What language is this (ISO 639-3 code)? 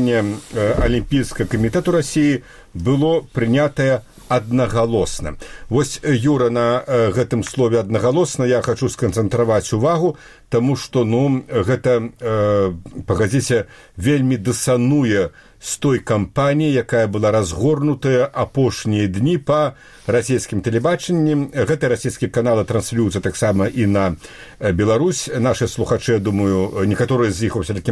bel